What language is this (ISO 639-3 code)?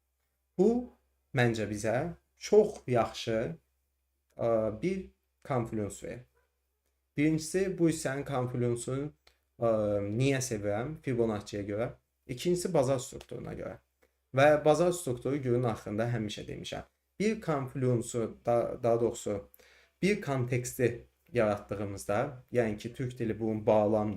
aze